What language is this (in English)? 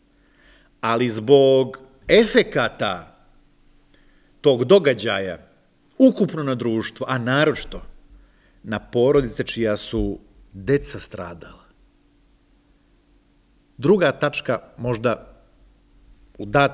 Serbian